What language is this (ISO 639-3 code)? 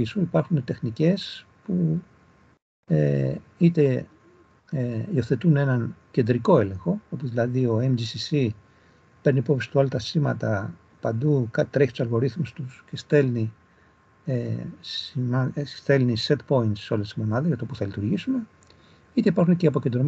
ell